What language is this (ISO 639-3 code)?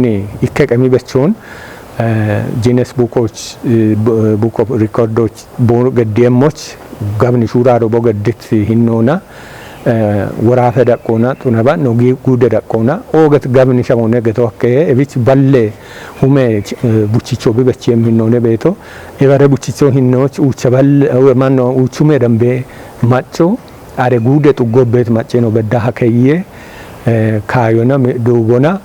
kbr